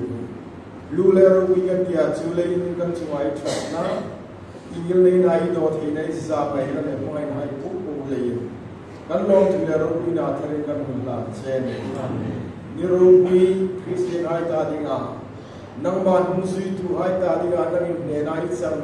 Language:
Hmar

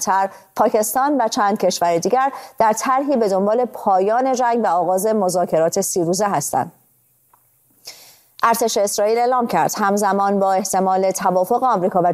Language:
Persian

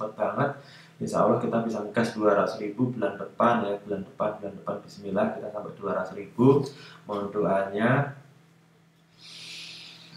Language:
Indonesian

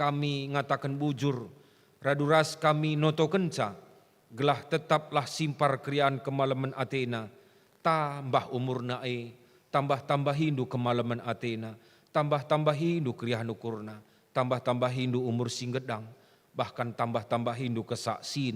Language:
Batak Karo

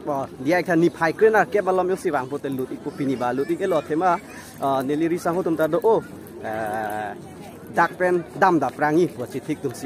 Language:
Karbi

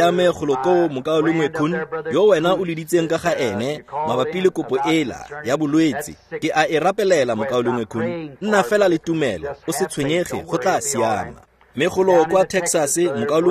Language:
Tswana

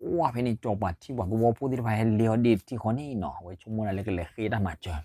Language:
S'gaw Karen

